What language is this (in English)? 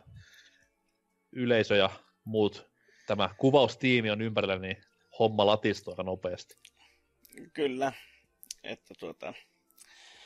Finnish